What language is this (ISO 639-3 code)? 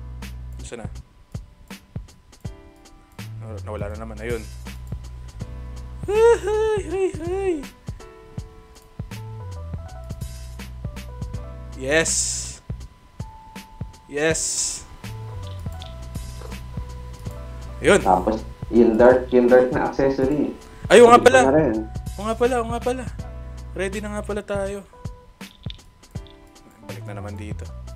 fil